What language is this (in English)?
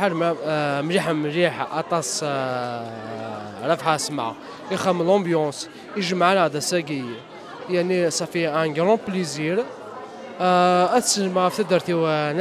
Kabyle